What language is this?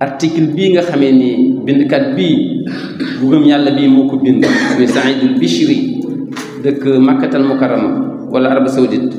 Wolof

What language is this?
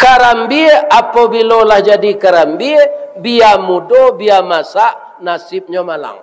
Minangkabau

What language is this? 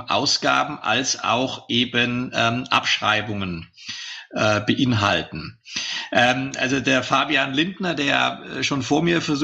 German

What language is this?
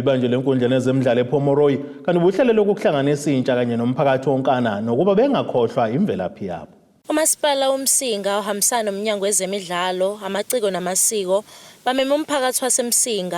Zulu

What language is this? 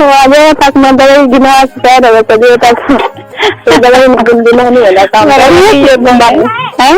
Saraiki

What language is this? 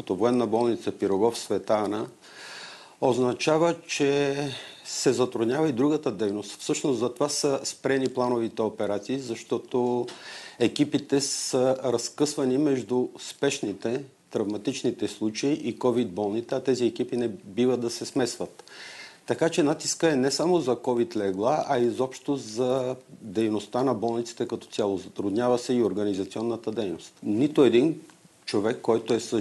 Bulgarian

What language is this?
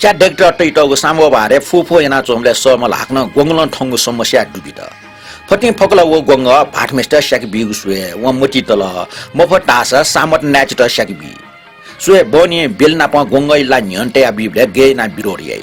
Newari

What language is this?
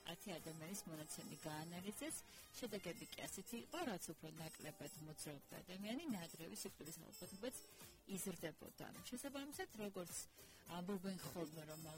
Georgian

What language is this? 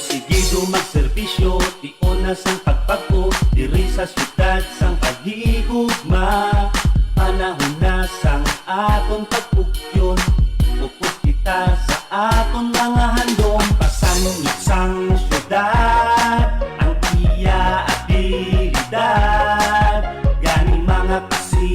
Hiligaynon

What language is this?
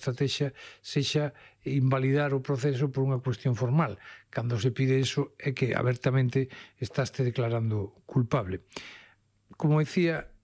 Galician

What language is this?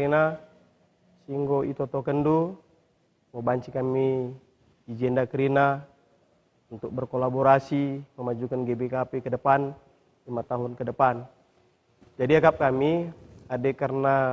Batak Karo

